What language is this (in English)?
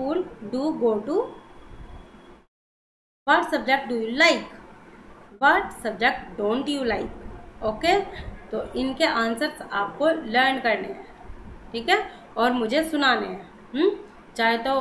Hindi